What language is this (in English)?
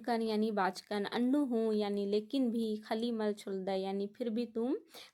Kurukh